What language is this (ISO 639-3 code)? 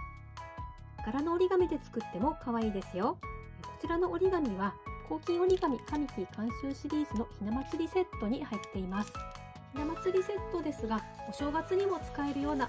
jpn